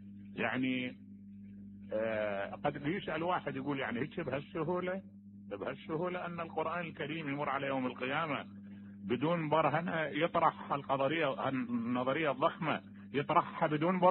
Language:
Mesopotamian Arabic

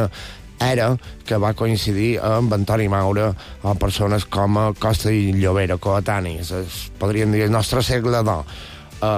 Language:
Catalan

